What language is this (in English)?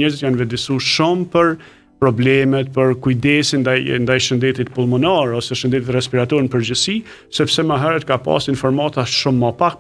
Albanian